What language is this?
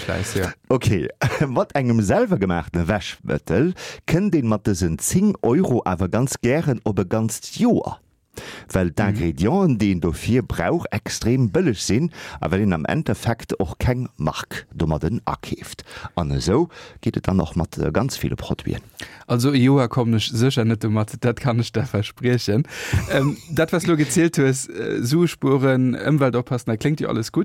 Luxembourgish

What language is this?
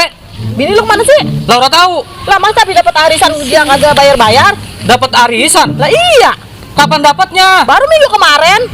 Betawi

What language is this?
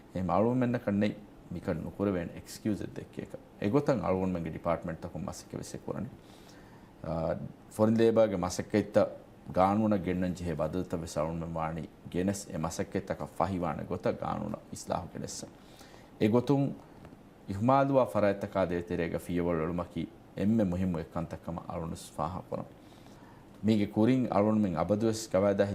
Divehi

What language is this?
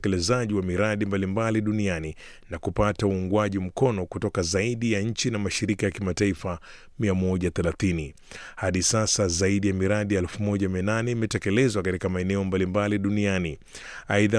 Swahili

